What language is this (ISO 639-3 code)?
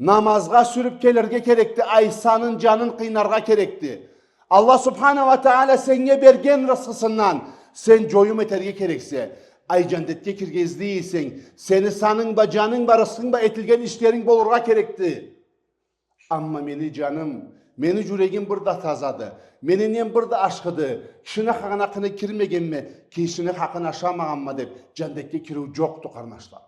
krc